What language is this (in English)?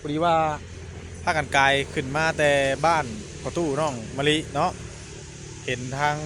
Northeastern Thai